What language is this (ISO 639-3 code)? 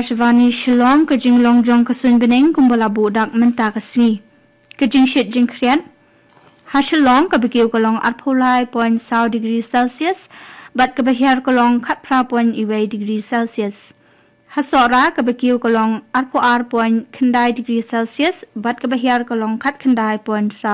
kha